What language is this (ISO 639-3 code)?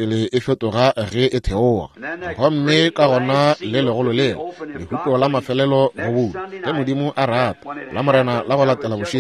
nso